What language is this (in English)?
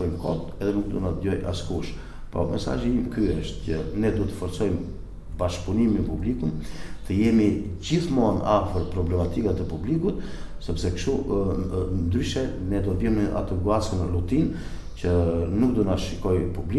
Albanian